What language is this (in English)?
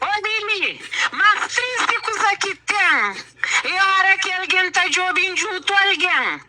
Kabuverdianu